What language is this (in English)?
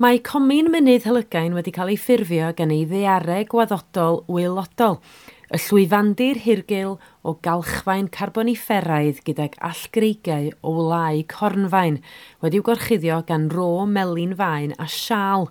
Welsh